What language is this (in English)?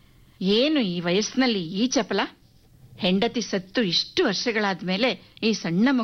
Kannada